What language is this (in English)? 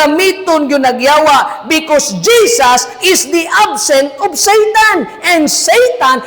Cebuano